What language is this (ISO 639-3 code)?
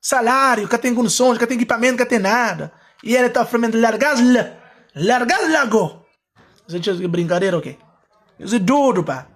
kea